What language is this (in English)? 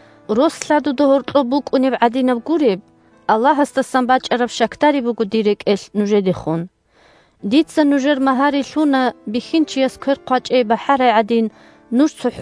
Avaric